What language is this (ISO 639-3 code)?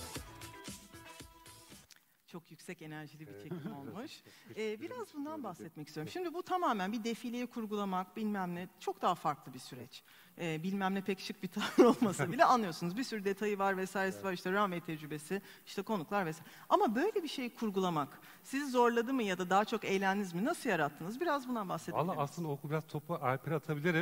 tur